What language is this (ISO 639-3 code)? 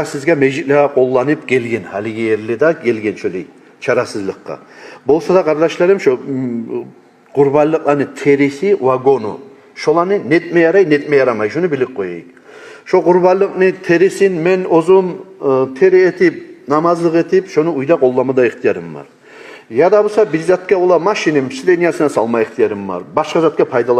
kum